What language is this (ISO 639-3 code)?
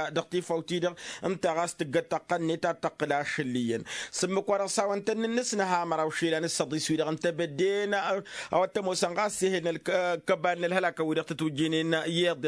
taq